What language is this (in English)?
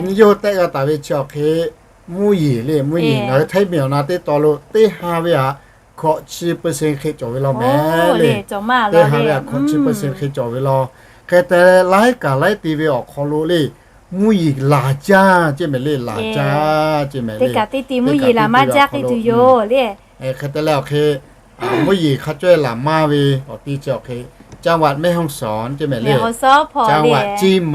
Lahu